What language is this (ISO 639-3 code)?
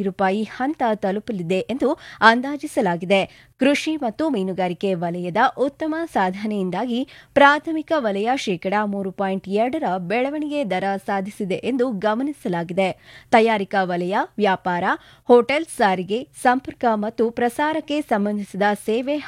kan